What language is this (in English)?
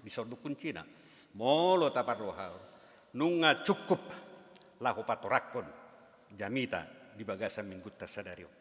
Batak Toba